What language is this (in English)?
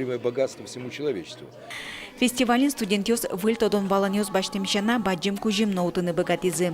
Udmurt